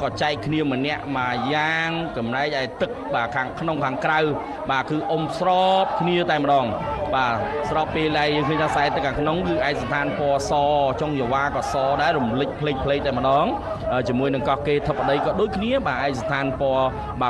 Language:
Khmer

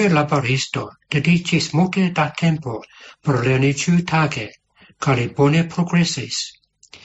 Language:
Esperanto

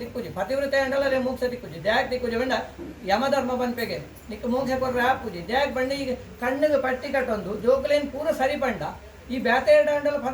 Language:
Tulu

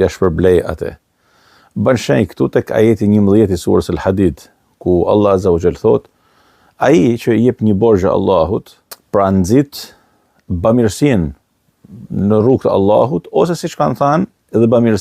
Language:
Albanian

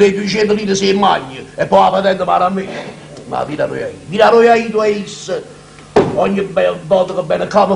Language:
Neapolitan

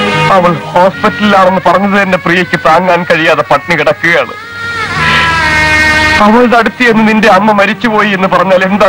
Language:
Malayalam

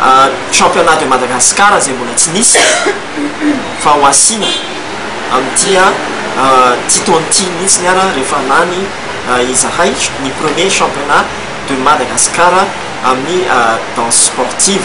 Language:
Malagasy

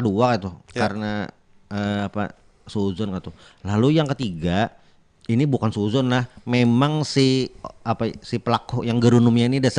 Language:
Banjar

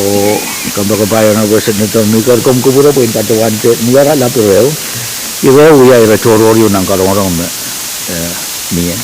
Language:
Pohnpeian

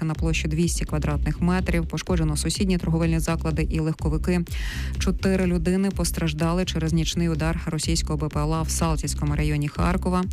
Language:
Ukrainian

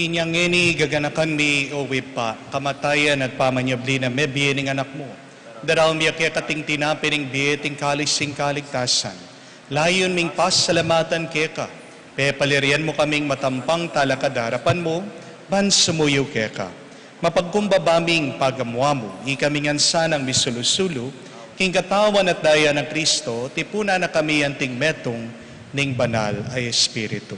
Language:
Pampanga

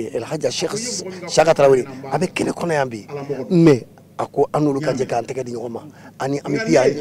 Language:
Bambara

